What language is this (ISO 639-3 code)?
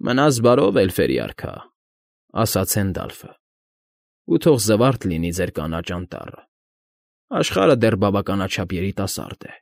hye